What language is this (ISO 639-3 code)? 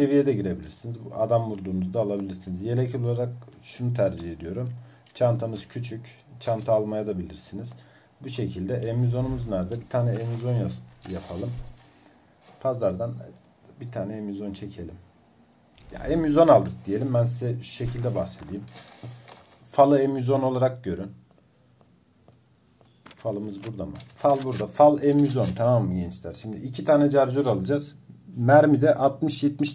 tur